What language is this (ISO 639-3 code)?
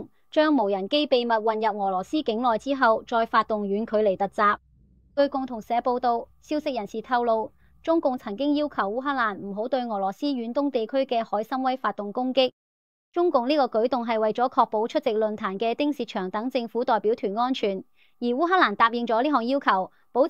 yue